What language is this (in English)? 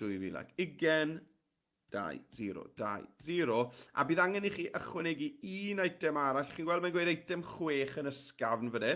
Welsh